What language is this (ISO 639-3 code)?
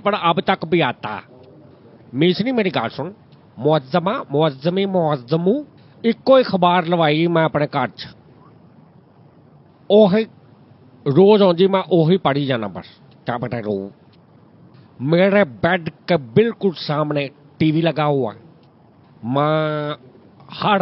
pan